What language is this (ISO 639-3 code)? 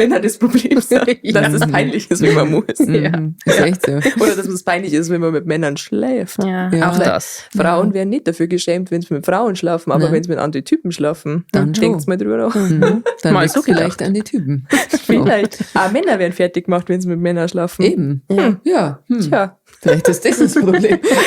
bar